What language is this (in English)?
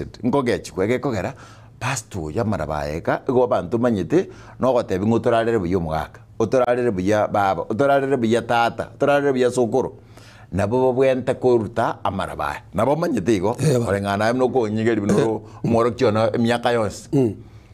Gusii